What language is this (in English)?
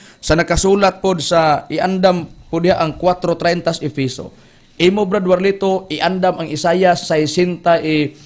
Cebuano